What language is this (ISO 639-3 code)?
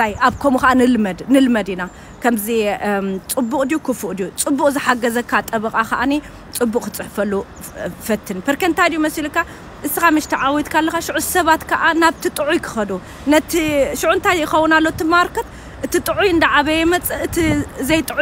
tir